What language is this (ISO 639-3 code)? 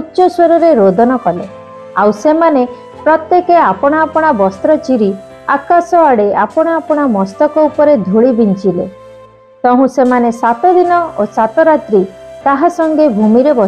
ori